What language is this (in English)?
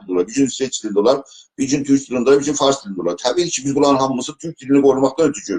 South Azerbaijani